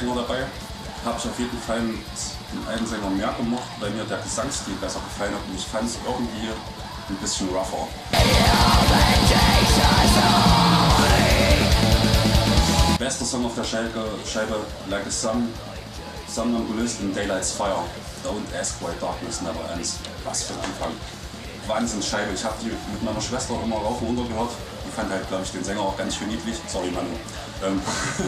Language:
German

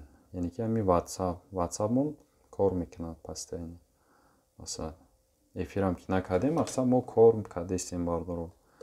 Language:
Tajik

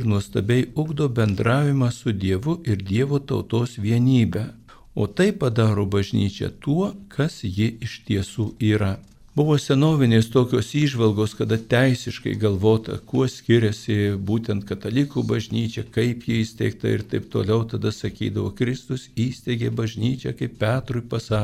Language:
Lithuanian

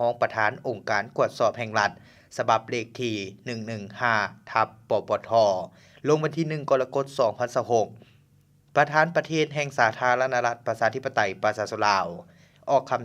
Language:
Lao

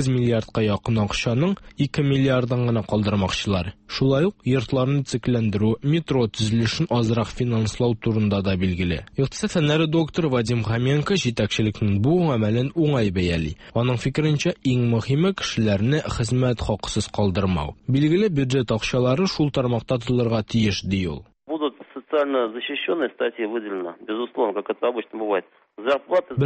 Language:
Tatar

